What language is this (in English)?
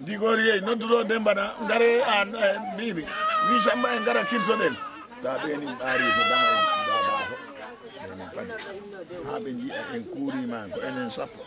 Fula